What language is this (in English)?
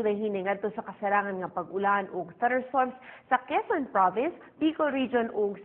Cebuano